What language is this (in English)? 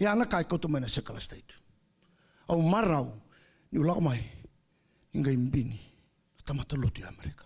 Fijian